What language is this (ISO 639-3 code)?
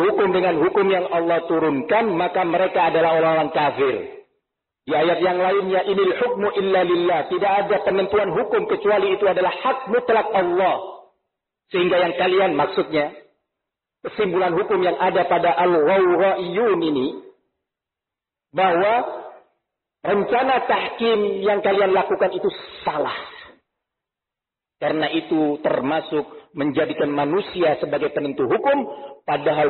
ind